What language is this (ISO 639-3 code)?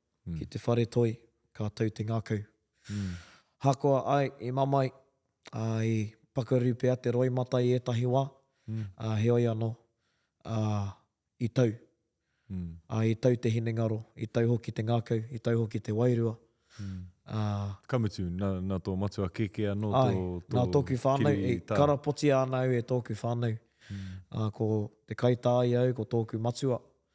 mri